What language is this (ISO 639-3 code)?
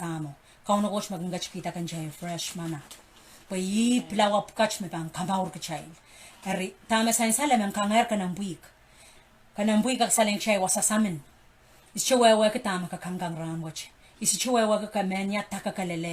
pon